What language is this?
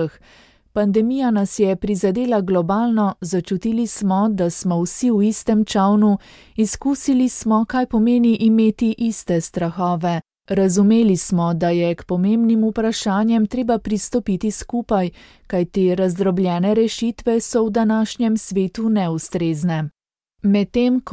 Slovenian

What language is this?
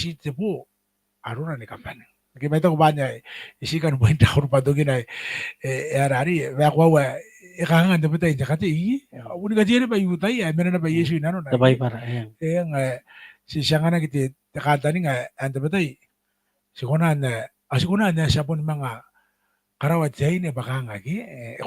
Gilbertese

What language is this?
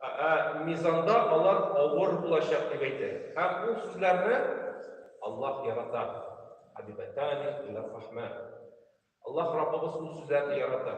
Tatar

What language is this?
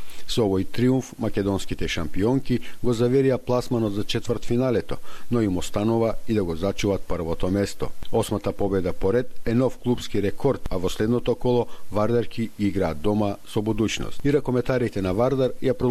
Macedonian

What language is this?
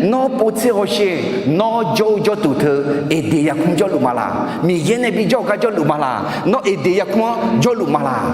Akha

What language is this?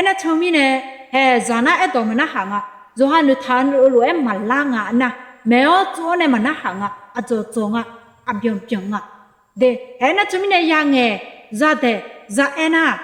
Akha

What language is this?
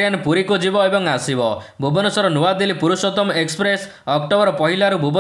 Odia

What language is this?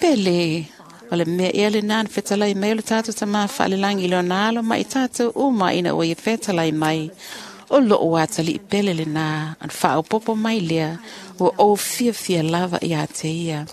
Samoan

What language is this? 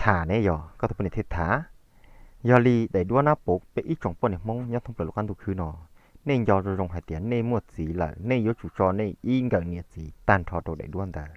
Hmong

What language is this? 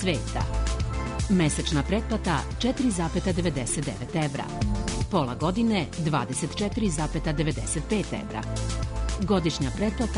Serbian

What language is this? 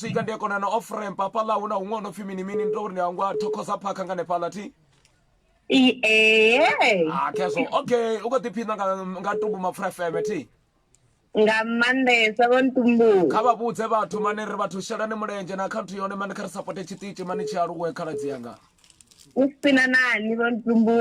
Venda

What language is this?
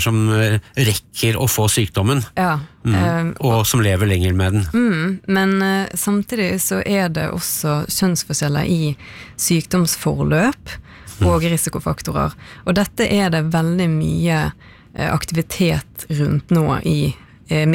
Norwegian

